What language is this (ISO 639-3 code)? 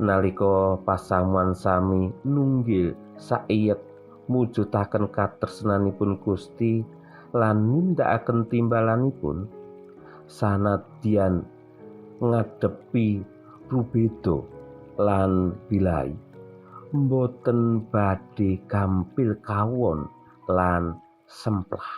jav